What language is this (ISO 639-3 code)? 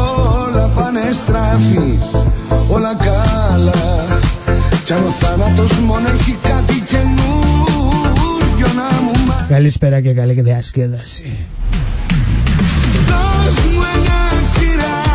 ell